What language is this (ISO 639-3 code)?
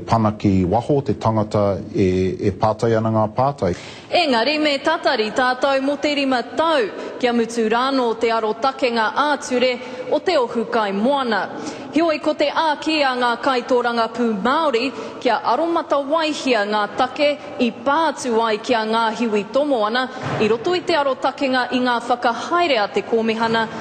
mri